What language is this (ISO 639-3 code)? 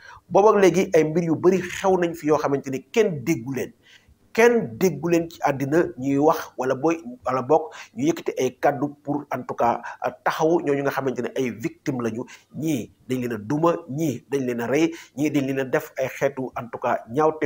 wol